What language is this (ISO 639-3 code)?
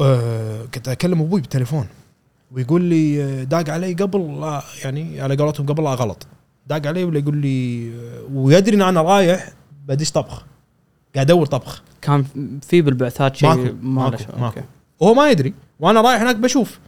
afb